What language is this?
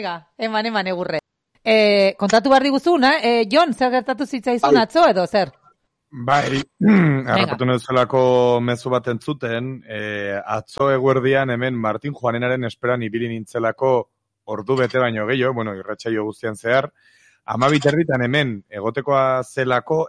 Basque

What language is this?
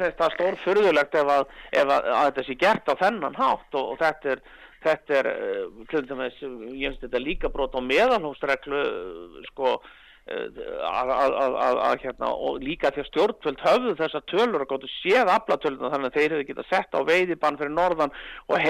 Icelandic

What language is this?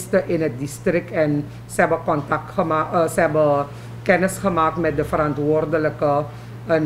Dutch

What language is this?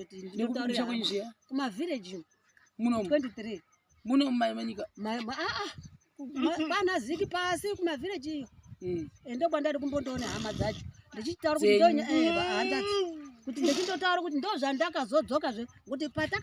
Shona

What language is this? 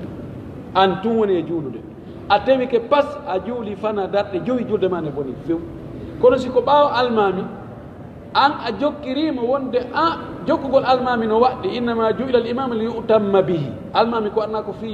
Pular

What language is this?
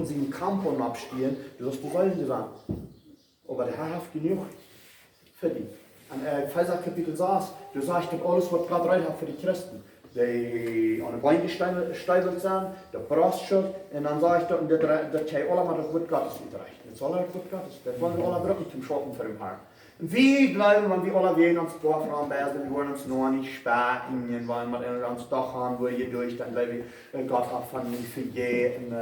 Plautdietsch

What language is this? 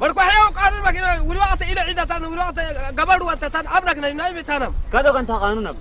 Saho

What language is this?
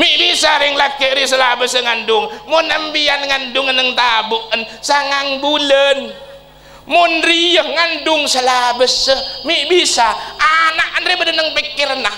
Madurese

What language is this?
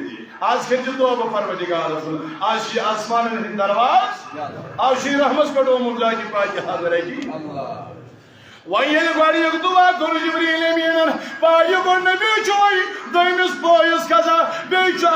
Kashmiri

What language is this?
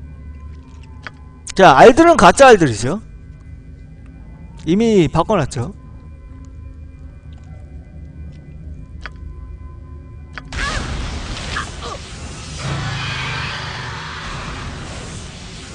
Korean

